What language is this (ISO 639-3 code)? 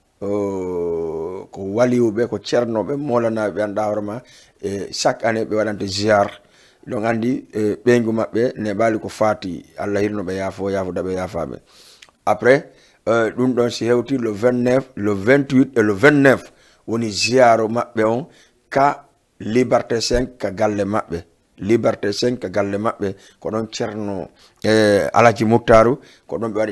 ful